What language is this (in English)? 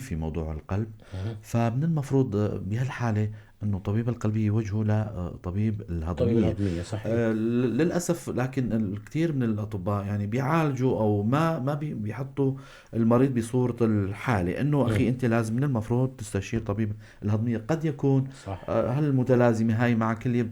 North Levantine Arabic